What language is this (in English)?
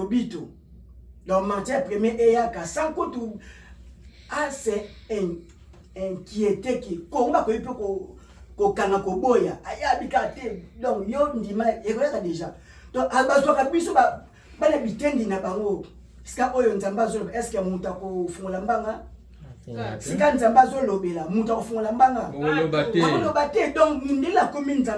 Lingala